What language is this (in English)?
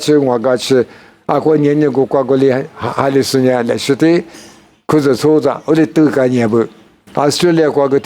Lisu